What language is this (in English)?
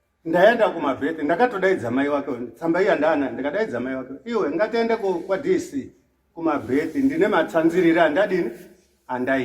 Shona